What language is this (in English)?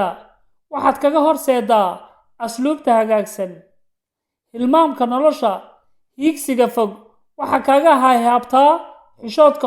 Somali